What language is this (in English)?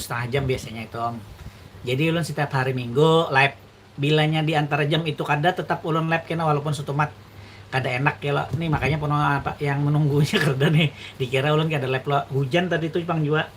Banjar